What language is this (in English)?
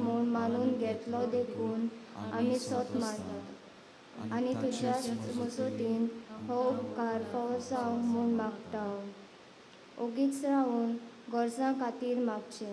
Konkani